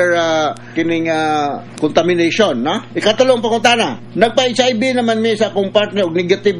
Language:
Cebuano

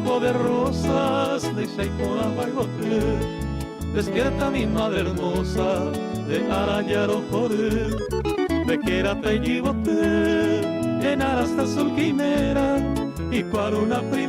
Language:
Guarani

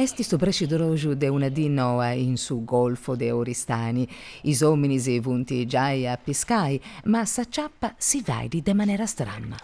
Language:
Sardinian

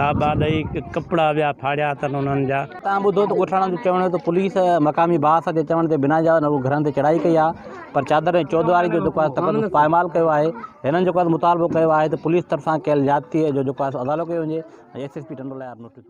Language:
Sindhi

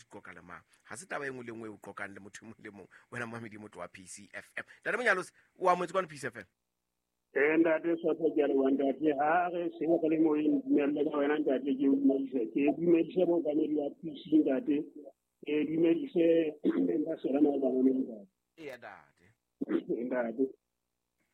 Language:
Southern Sotho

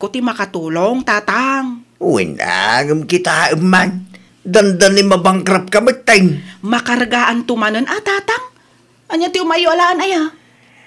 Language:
Iloko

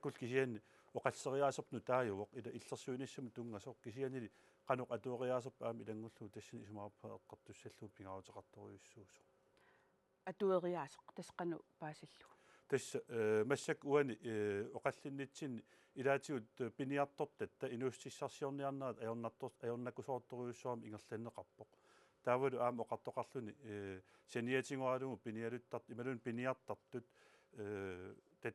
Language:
Kalaallisut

